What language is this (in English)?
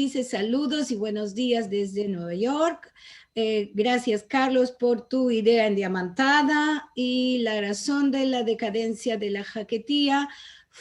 Ladino